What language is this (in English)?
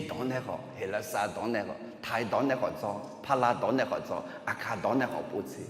Akha